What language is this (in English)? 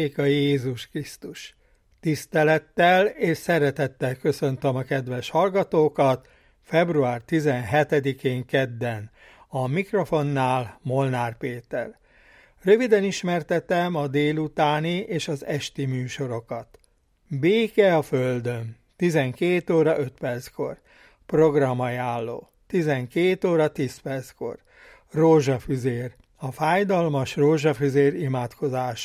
Hungarian